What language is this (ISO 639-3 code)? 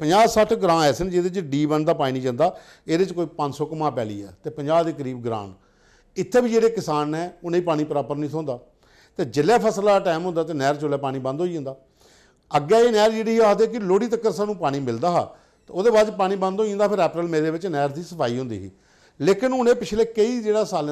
doi